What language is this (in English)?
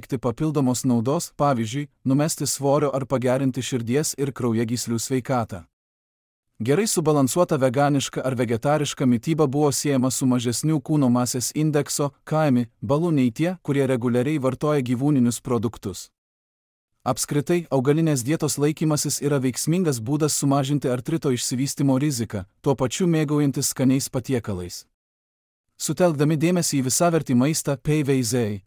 Lithuanian